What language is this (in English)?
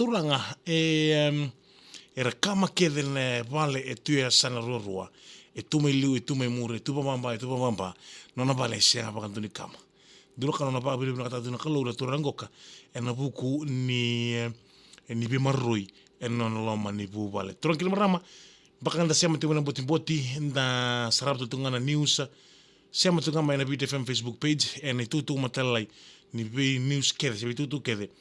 Fijian